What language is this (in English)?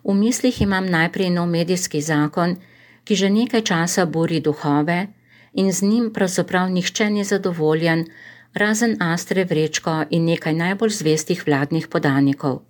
Slovenian